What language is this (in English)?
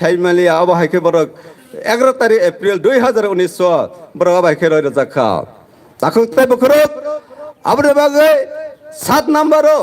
Kok Borok